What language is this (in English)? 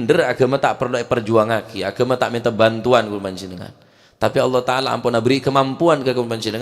Madurese